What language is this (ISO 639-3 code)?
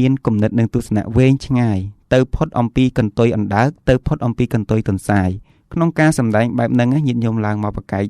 khm